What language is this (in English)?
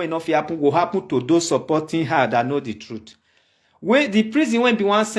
Nigerian Pidgin